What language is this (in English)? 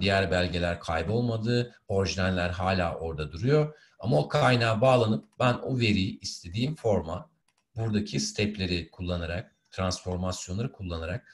Turkish